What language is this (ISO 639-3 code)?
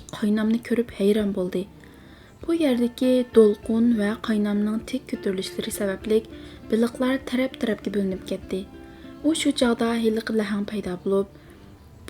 uig